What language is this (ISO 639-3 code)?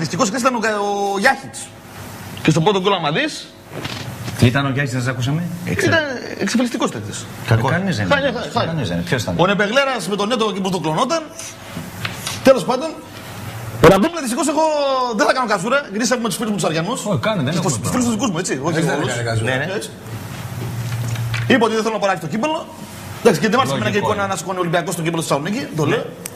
ell